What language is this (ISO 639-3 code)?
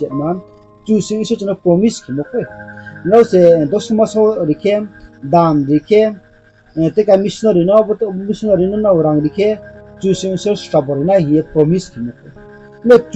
ria